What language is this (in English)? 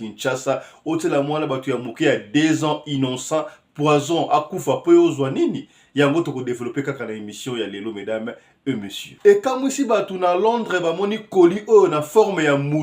Lingala